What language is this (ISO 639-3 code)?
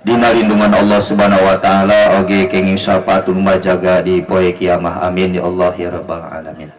sun